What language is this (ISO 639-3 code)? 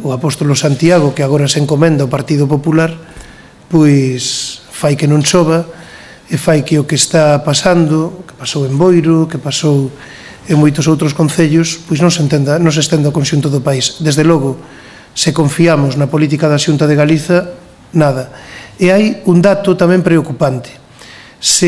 glg